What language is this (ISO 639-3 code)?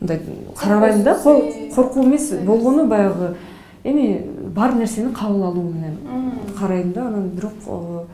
kir